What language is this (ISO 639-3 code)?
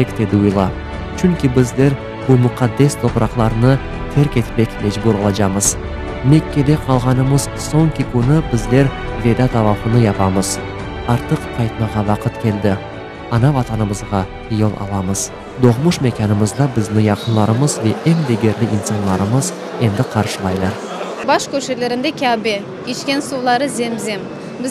crh